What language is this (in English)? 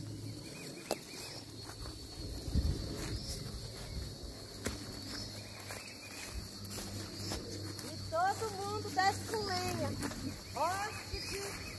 Portuguese